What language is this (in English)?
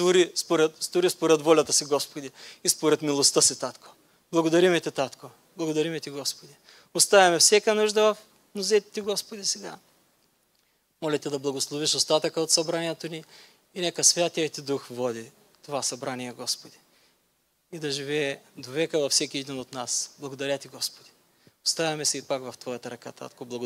Bulgarian